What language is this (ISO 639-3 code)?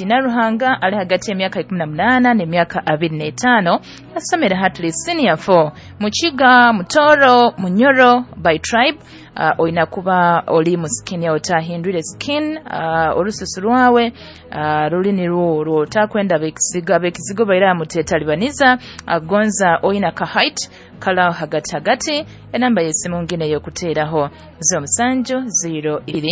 nyo